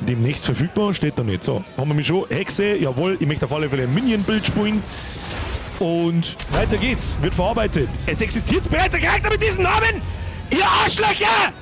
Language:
Bavarian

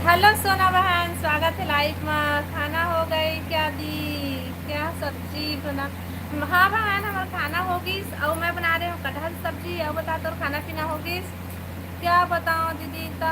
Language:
Chhattisgarhi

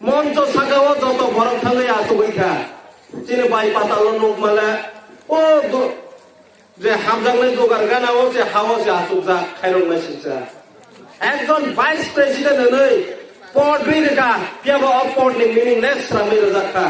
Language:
Kok Borok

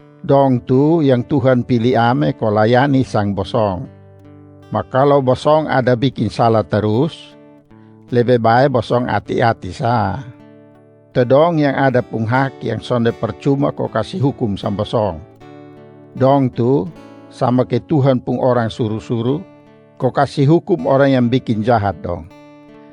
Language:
Kupang Malay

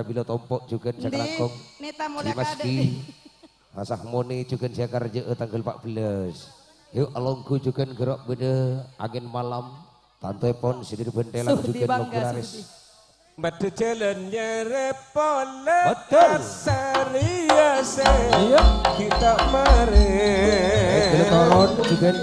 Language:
Madurese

